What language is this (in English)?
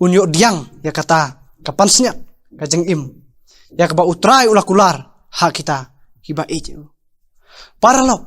Khasi